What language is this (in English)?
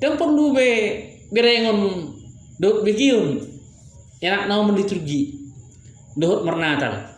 Batak Toba